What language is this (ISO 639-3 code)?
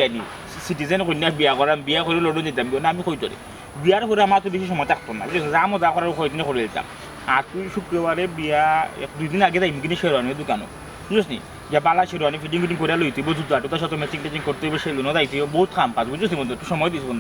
syl